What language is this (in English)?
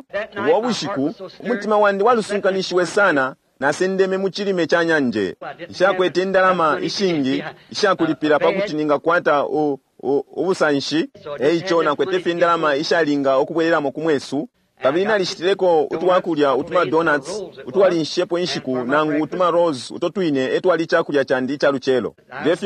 Bemba